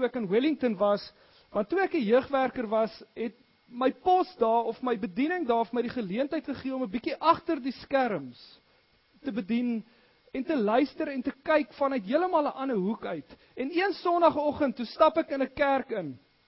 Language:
Afrikaans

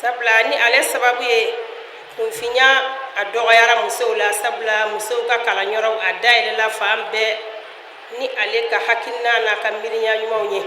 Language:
Bambara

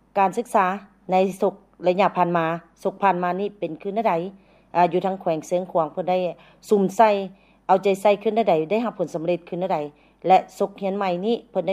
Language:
Lao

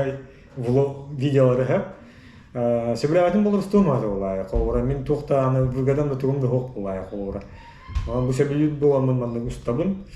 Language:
Yakut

